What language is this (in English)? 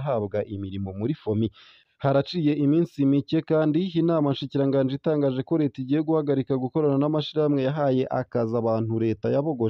Rundi